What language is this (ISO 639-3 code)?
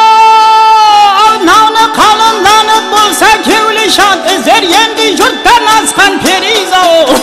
kaa